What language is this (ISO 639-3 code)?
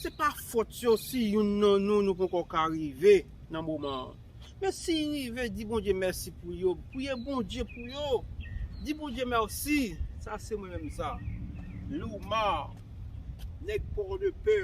hat